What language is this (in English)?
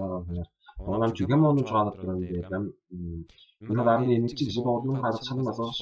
Tuvinian